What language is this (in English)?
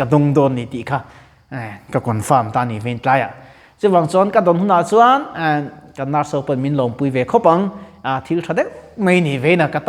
Mizo